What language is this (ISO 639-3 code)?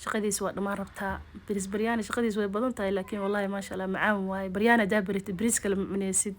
som